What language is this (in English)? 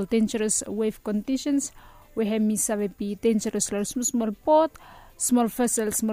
Bislama